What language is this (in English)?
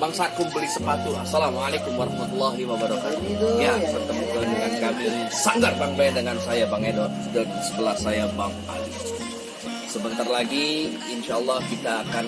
Betawi